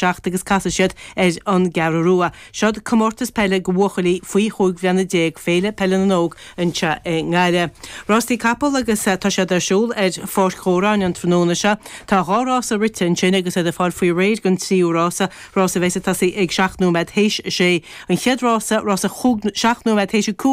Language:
Irish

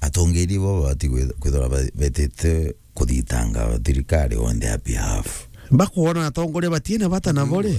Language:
Meru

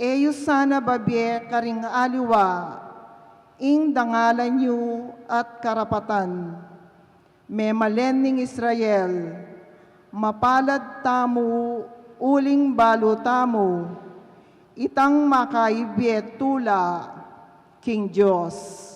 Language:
Pampanga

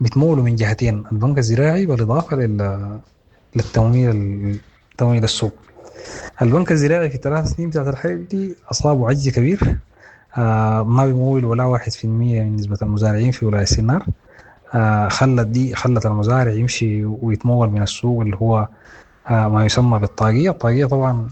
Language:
Sudanese Arabic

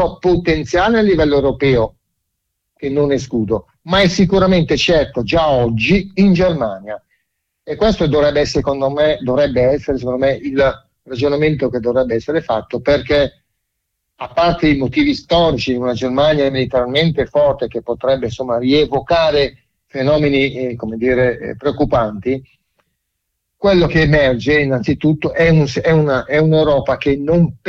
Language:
Italian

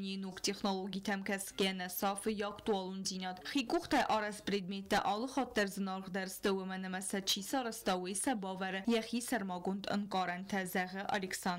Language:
Ossetic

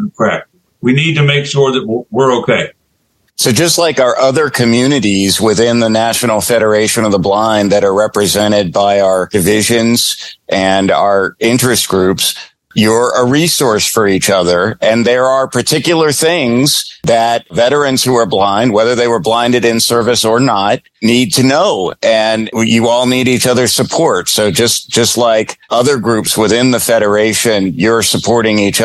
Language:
English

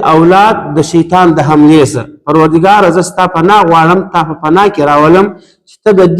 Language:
Pashto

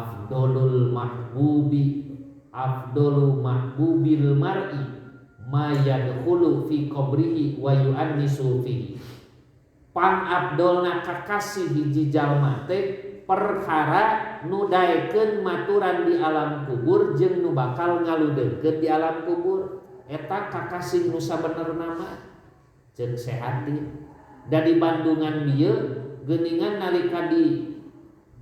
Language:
Sundanese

